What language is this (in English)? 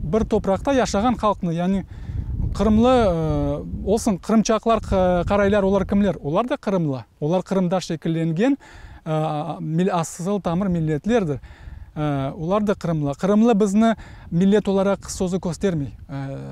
Crimean Tatar